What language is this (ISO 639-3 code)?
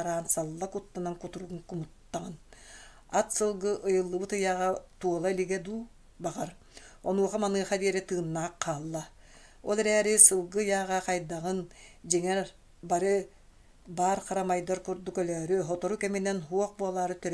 sah